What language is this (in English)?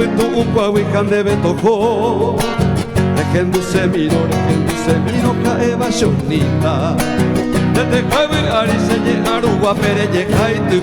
Guarani